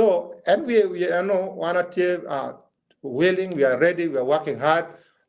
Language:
Acoli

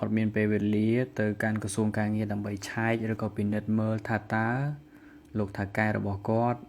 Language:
Khmer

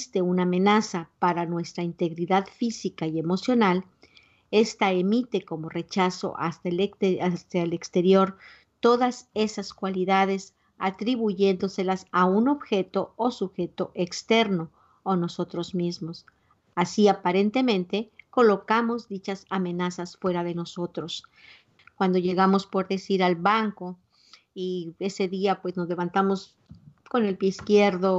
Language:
Spanish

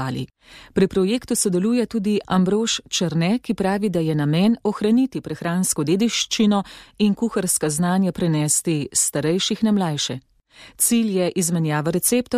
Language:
Slovenian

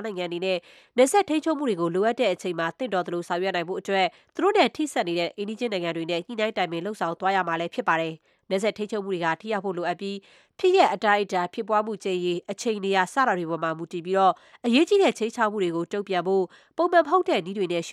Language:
Burmese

